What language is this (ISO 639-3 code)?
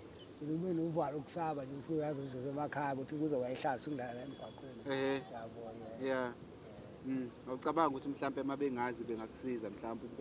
zul